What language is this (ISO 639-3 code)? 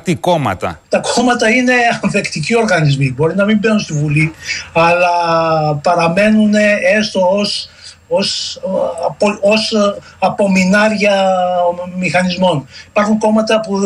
ell